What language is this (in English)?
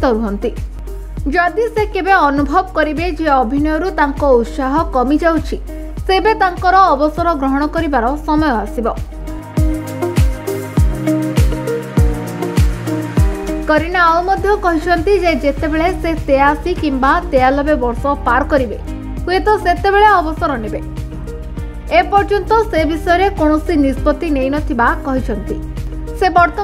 Odia